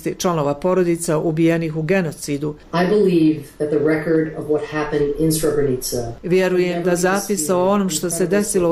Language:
Bosnian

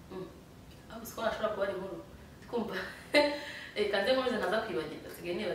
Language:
Kinyarwanda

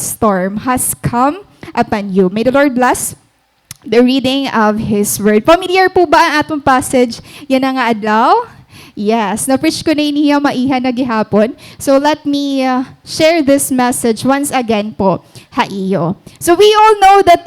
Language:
Waray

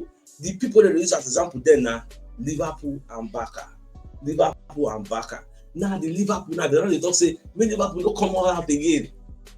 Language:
Nigerian Pidgin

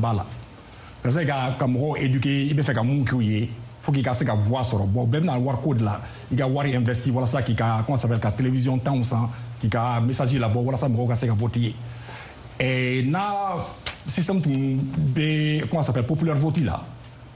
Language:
Bambara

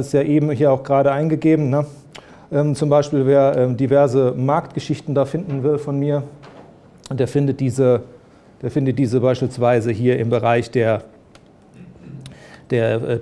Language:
German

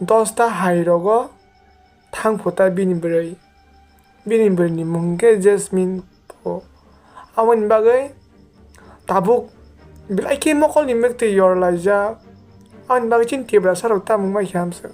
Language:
Kok Borok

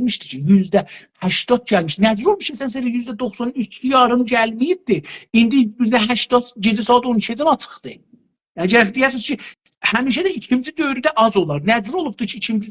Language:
South Azerbaijani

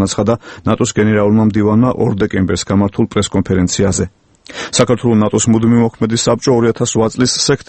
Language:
Georgian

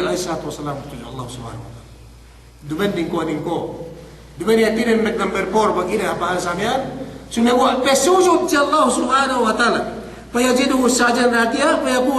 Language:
Yakan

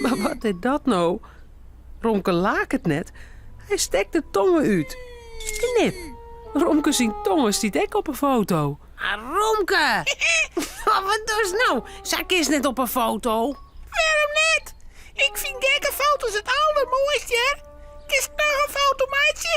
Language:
Western Frisian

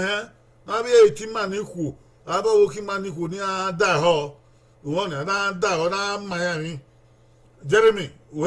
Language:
Bini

